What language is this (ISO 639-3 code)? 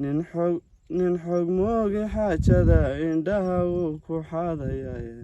som